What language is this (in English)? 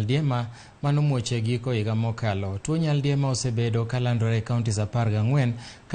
Luo (Kenya and Tanzania)